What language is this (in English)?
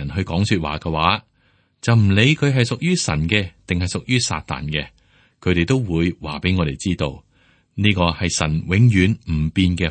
Cantonese